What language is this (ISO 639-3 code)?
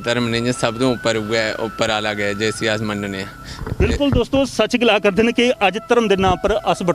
doi